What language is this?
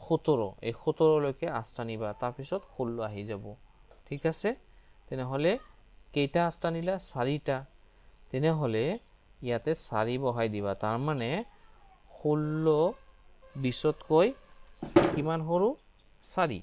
Assamese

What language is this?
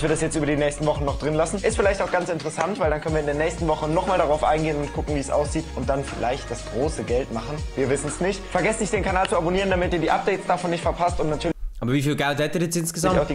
Swiss German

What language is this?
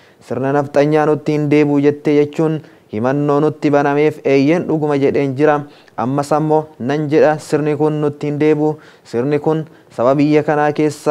Oromo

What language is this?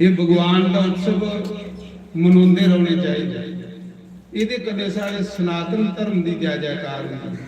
Dogri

